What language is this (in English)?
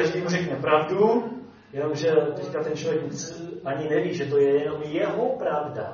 Czech